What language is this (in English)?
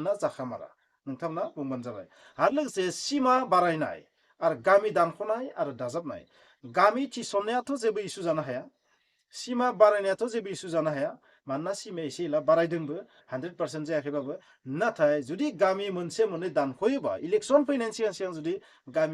Bodo